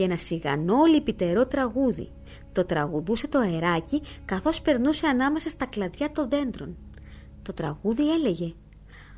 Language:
Greek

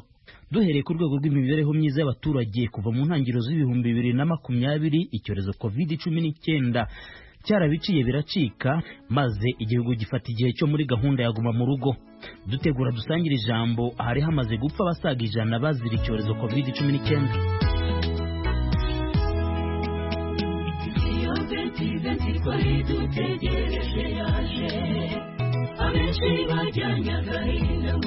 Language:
Kinyarwanda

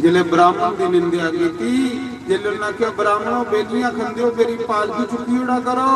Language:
Dogri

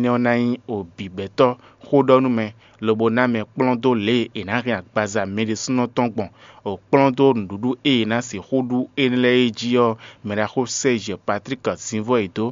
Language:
Fon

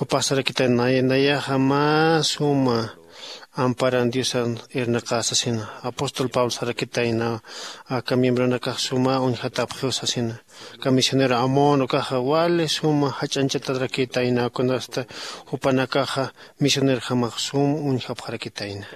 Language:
Aymara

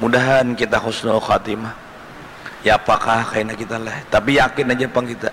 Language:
Banjar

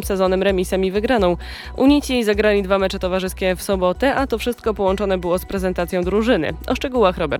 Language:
Polish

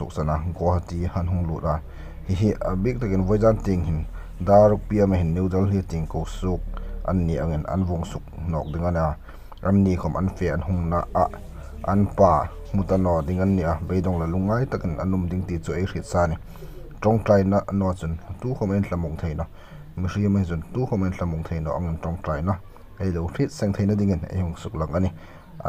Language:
Hmar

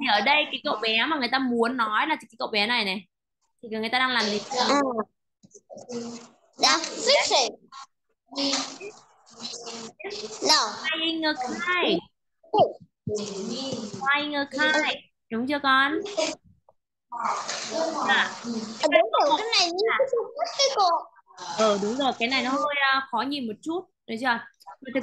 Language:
Vietnamese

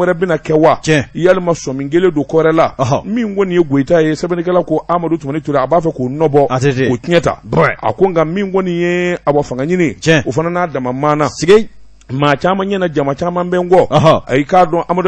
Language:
Bambara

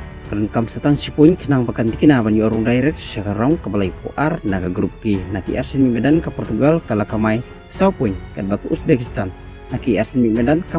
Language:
Khasi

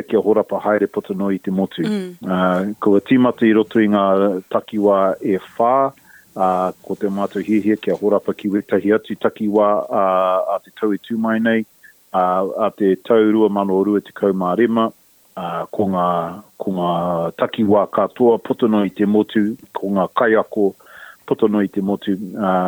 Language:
Māori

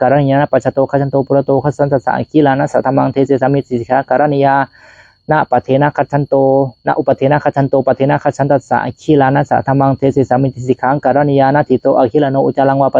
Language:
Pali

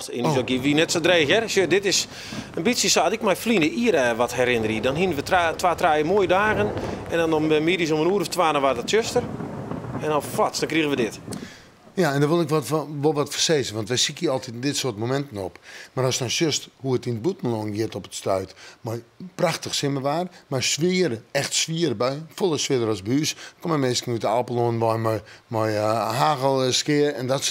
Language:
Western Frisian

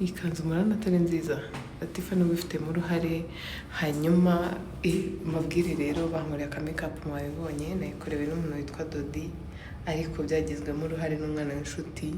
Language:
Kinyarwanda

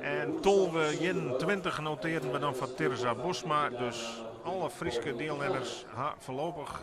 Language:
Western Frisian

